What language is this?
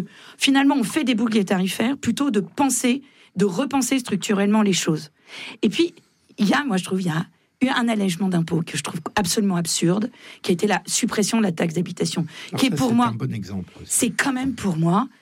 French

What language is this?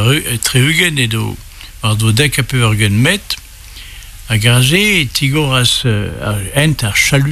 Breton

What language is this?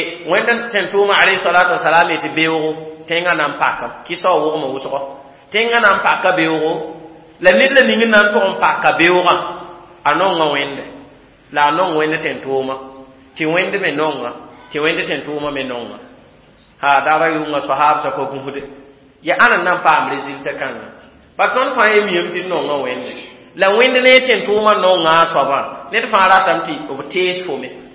Mossi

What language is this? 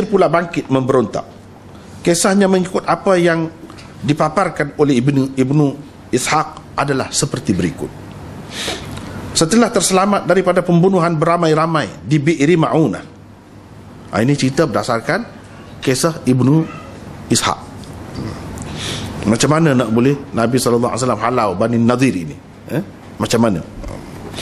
Malay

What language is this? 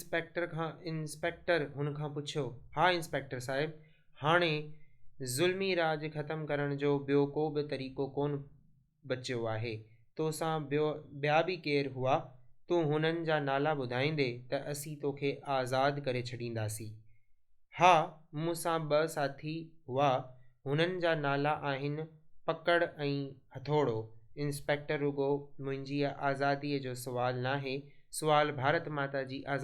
Sindhi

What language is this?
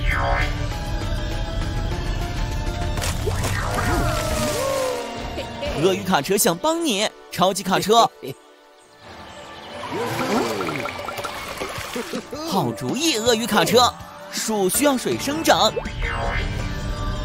Chinese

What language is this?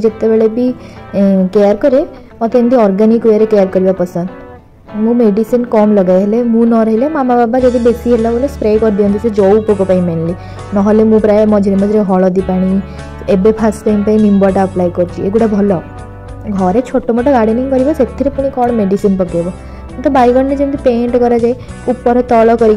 Odia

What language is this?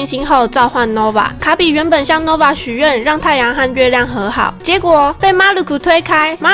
Chinese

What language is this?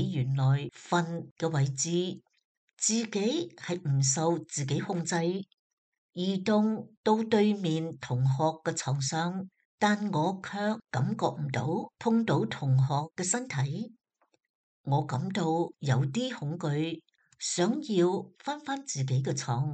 Cantonese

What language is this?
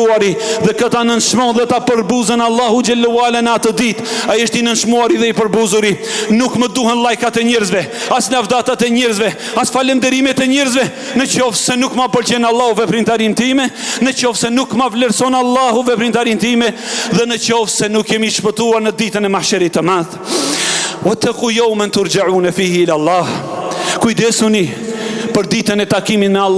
Albanian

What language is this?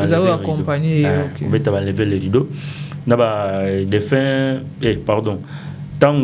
Lingala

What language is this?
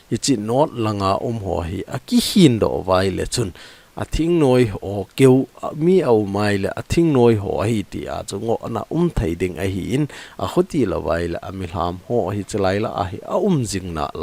Thado Chin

